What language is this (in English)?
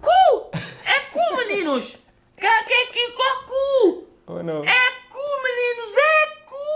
Kabuverdianu